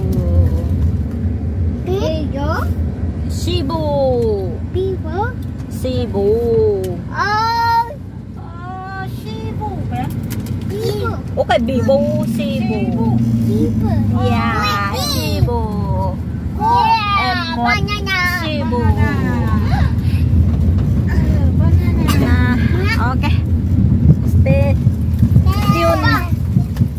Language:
Malay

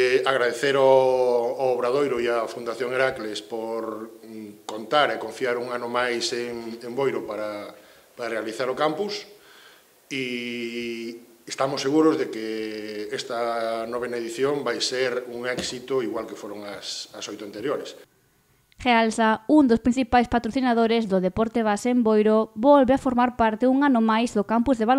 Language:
Galician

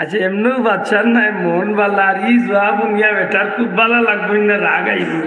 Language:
Sylheti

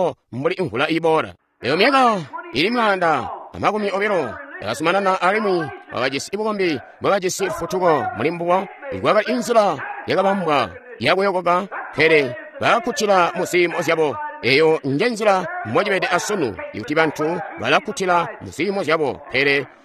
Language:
Tonga (Zambia)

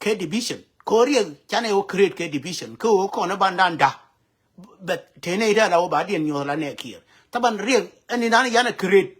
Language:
Nuer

